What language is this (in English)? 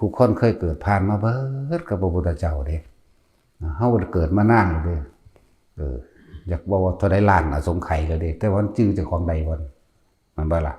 Northeastern Thai